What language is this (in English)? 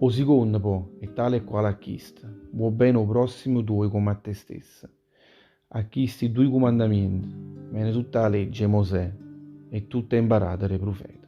Neapolitan